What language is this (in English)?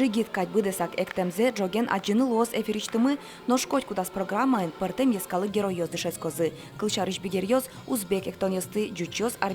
Udmurt